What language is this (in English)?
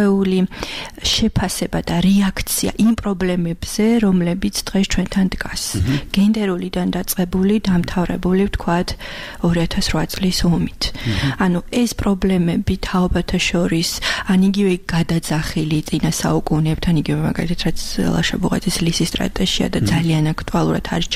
Georgian